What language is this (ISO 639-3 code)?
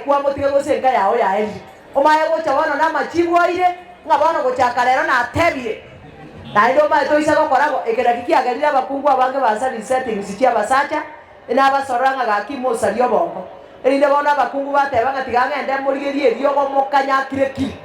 guz